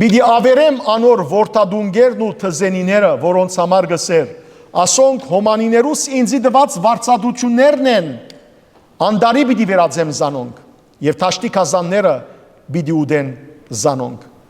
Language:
Western Armenian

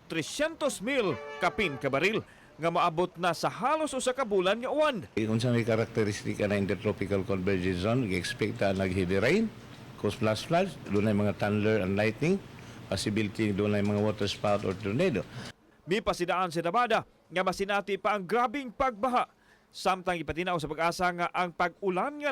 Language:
Cebuano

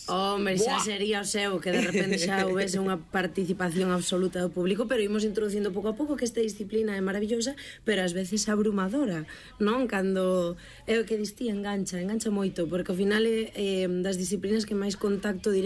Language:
Galician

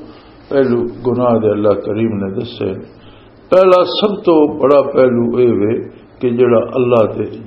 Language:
Western Panjabi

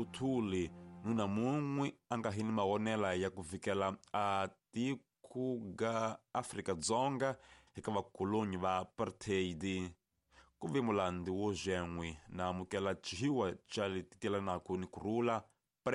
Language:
Tsonga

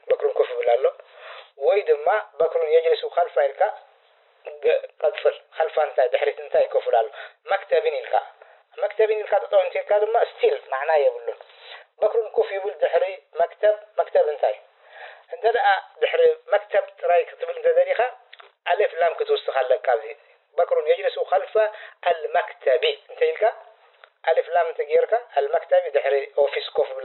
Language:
Tigrinya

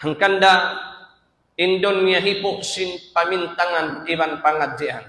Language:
Tausug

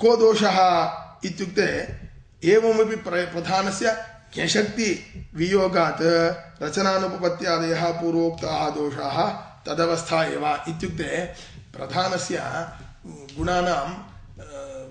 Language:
Sanskrit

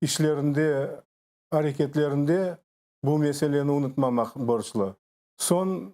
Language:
Crimean Tatar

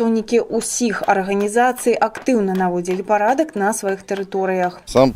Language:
Belarusian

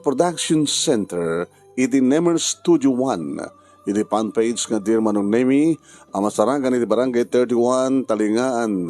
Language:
Iloko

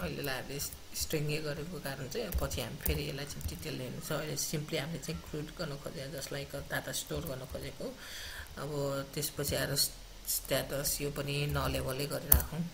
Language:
Nepali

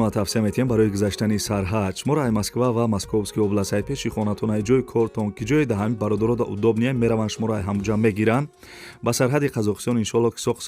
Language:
Tajik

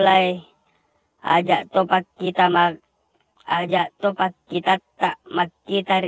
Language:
Buginese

